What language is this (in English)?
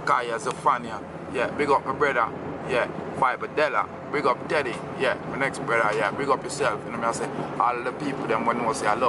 Jamaican Creole English